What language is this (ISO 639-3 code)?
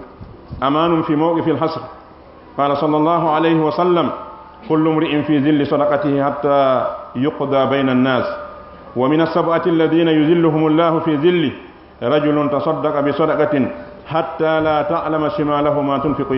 ful